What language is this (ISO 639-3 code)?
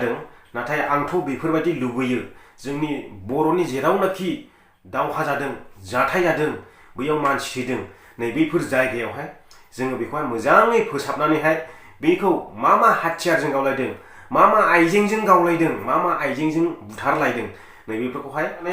brx